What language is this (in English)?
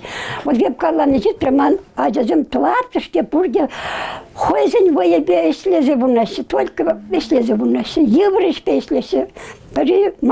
Chuvash